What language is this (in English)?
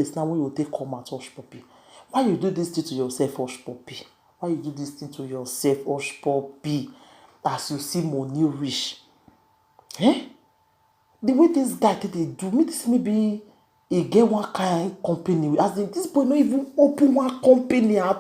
Nigerian Pidgin